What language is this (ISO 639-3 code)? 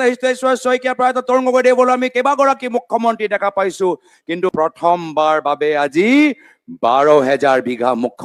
asm